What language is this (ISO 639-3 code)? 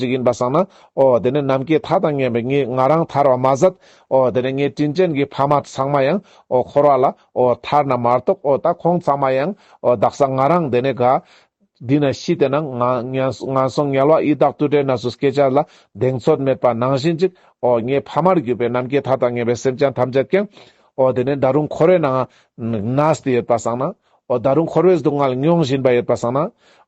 lbj